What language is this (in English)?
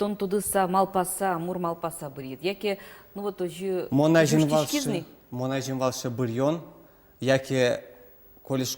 Udmurt